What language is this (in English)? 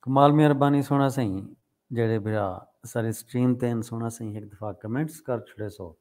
Saraiki